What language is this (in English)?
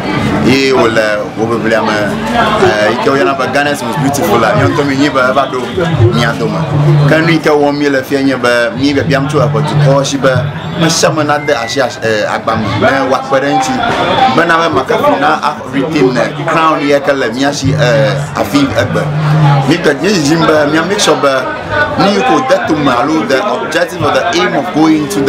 Ewe